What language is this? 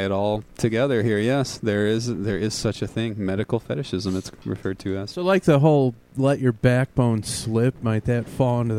English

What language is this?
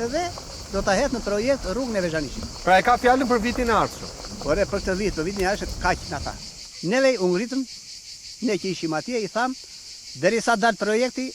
Albanian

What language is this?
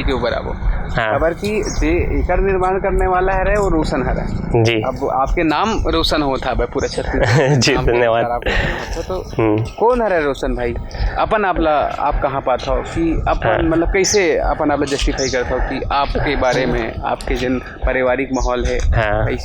Chhattisgarhi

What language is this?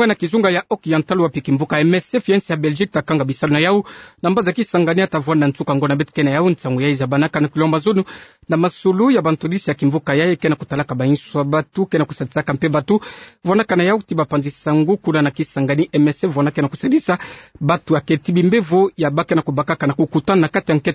Kituba (Democratic Republic of Congo)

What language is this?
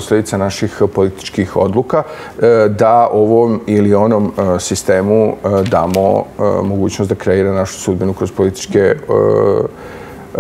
Serbian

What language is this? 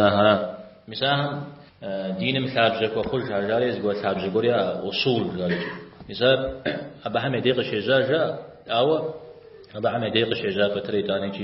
Kabardian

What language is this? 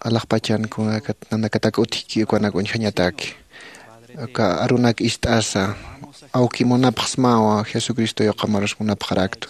Aymara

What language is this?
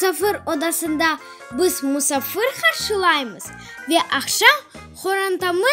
Crimean Tatar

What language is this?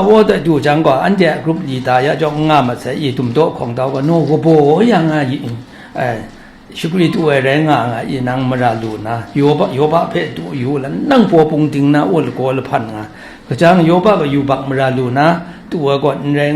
Kachin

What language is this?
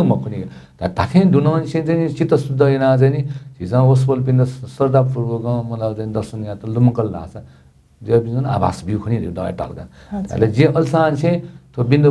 Newari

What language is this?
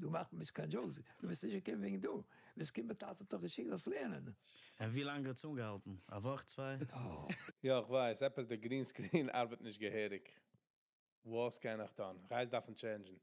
Yiddish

